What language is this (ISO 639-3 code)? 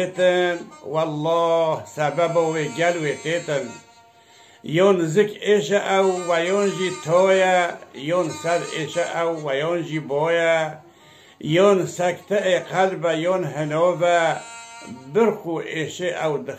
kur